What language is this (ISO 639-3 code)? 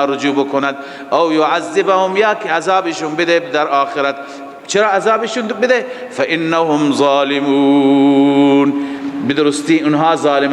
fas